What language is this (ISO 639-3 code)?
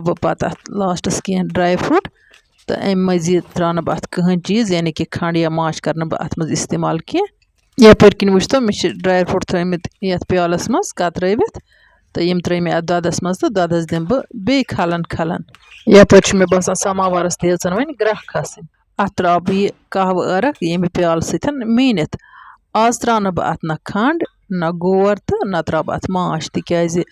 kas